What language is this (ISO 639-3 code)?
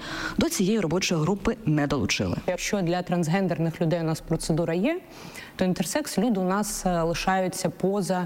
ukr